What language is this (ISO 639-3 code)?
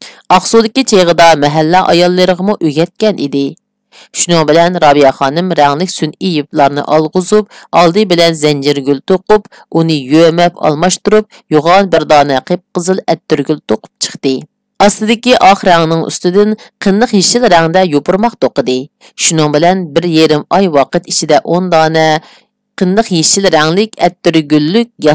uig